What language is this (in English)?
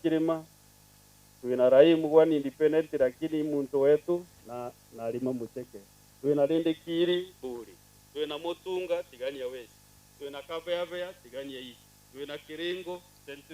Meru